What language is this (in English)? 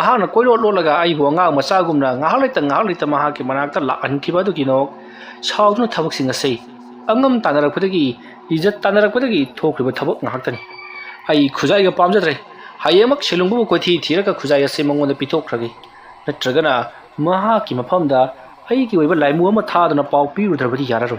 Manipuri